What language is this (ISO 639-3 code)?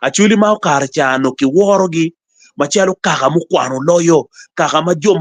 ach